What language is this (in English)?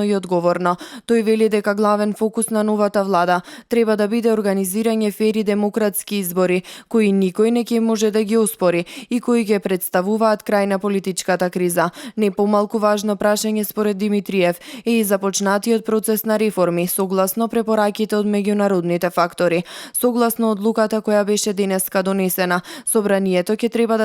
Macedonian